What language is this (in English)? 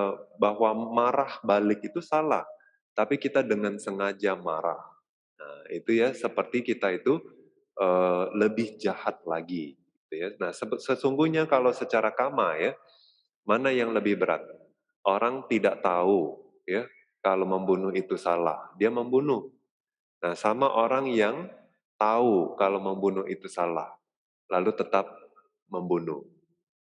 Indonesian